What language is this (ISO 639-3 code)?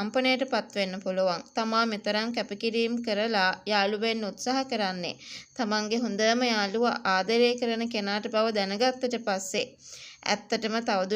sin